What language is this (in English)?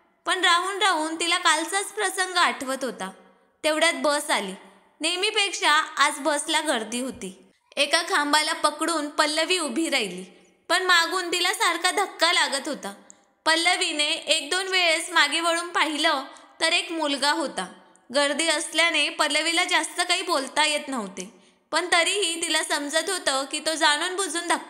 Marathi